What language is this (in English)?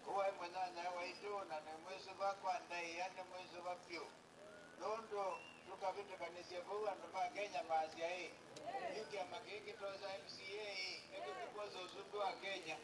Kamba